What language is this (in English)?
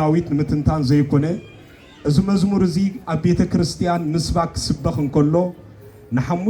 Tigrinya